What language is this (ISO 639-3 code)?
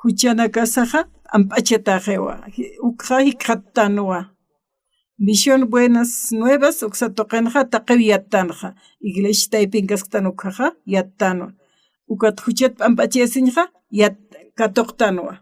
aym